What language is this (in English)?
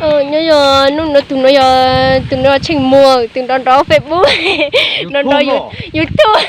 Hmong